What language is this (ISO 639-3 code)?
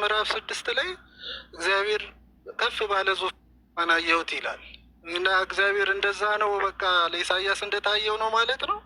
amh